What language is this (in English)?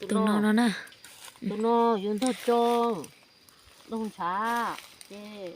Hmong